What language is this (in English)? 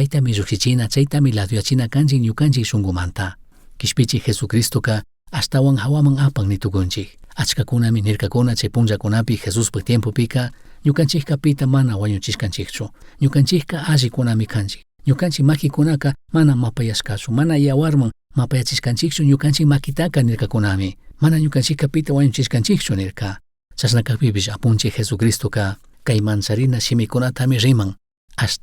Chimborazo Highland Quichua